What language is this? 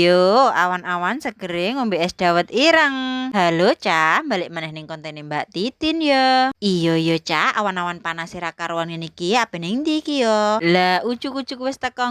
Javanese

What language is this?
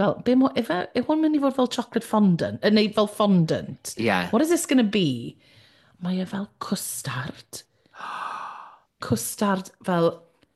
Welsh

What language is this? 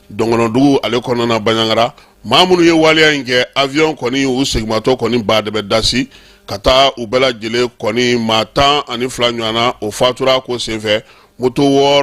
Bambara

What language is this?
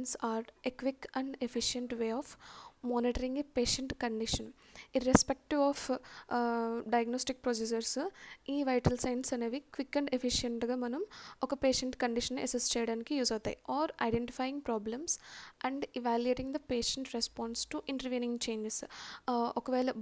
Telugu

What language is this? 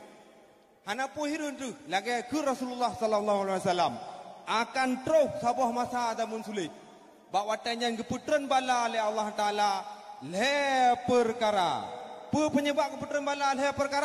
Achinese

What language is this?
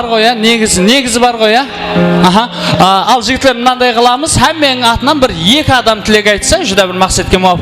Kara-Kalpak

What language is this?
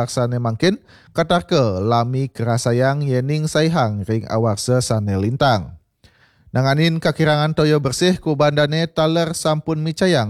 Balinese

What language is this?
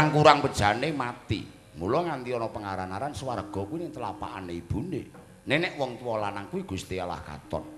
Javanese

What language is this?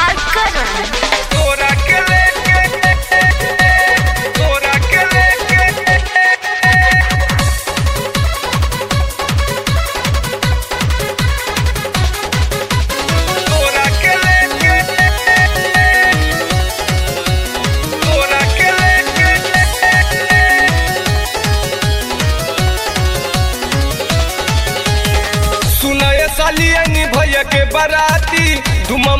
Bhojpuri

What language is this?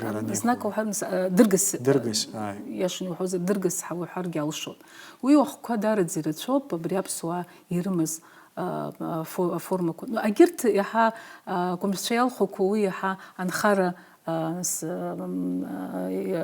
Abkhazian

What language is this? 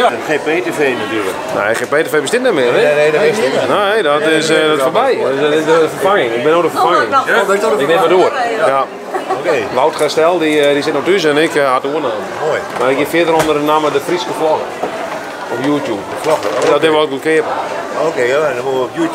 Western Frisian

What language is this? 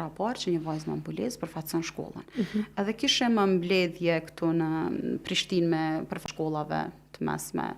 Albanian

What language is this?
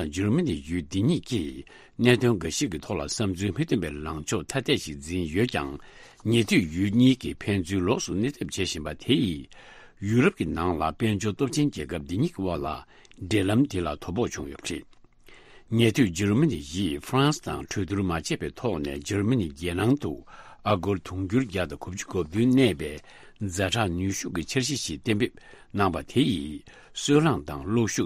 Tibetan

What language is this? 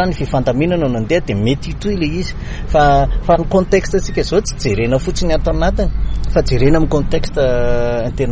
Malagasy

